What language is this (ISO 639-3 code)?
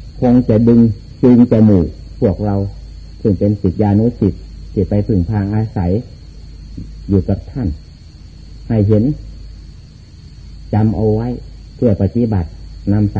tha